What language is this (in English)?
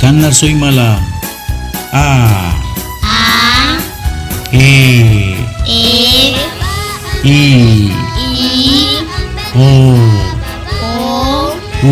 San Blas Kuna